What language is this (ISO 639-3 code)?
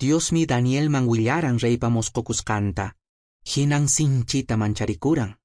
que